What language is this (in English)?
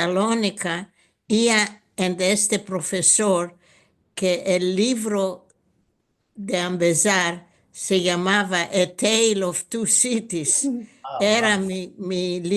Ladino